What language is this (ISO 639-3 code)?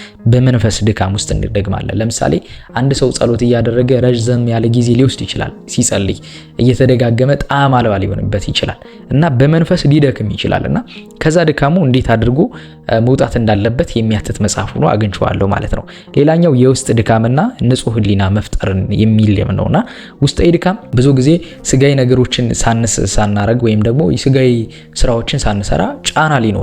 amh